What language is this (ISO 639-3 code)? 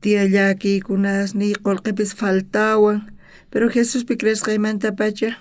quh